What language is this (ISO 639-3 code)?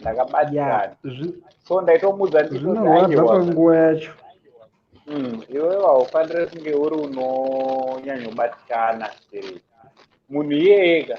sna